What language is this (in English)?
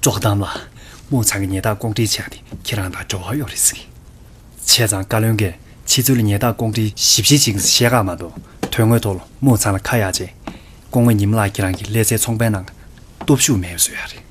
Tibetan